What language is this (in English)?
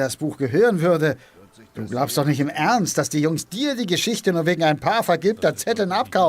Bavarian